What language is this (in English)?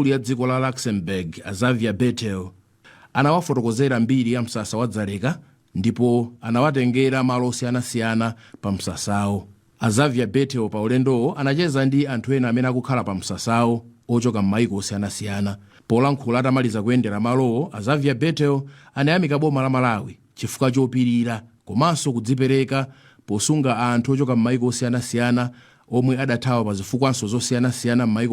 Nyanja